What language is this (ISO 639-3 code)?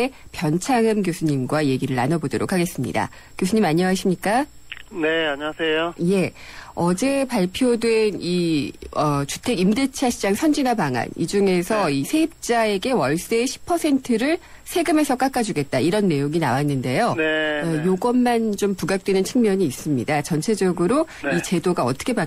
kor